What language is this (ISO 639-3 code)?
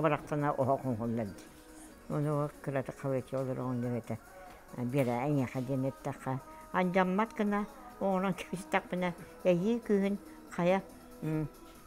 sah